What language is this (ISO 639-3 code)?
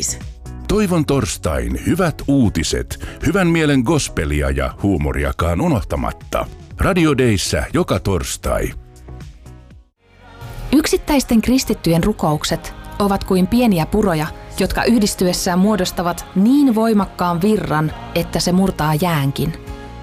fin